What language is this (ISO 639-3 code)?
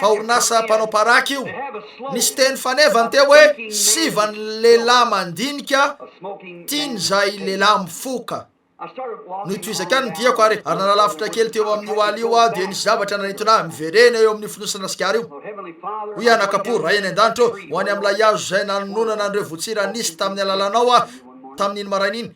mlg